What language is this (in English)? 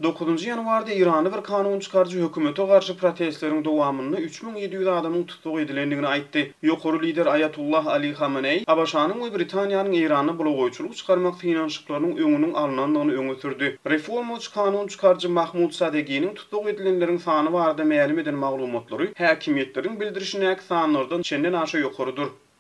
Turkmen